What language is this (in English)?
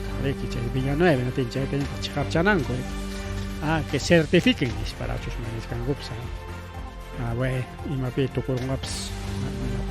Ayacucho Quechua